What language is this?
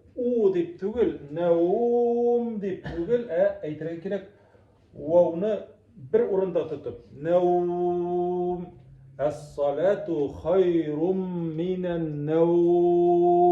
Tatar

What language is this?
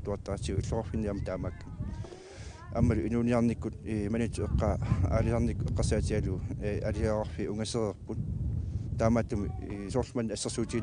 Kalaallisut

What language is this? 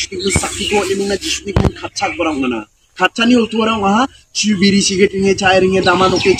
Garo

